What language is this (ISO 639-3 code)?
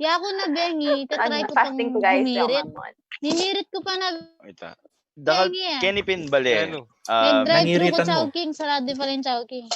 pam